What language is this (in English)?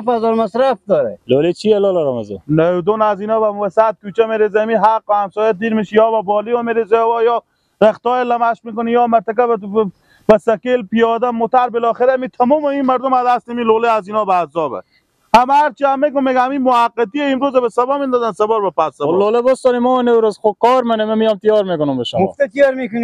Persian